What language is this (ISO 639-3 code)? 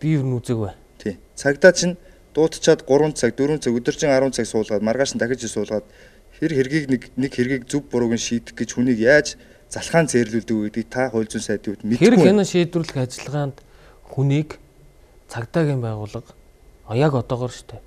mon